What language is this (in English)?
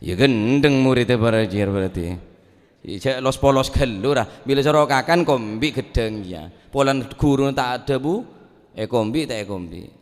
Madurese